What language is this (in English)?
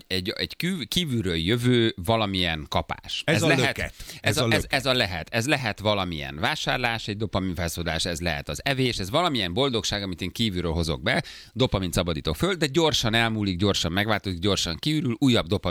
Hungarian